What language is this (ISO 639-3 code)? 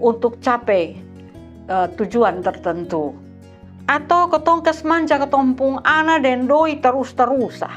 mkn